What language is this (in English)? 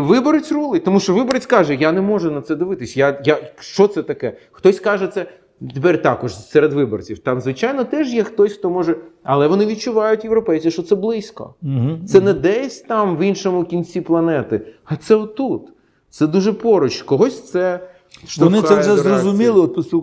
Ukrainian